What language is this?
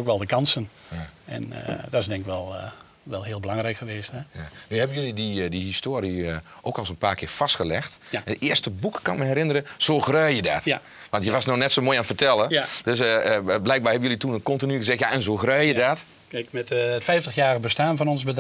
Dutch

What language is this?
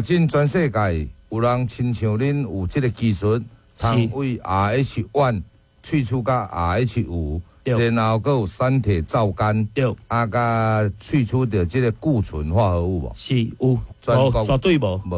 Min Nan Chinese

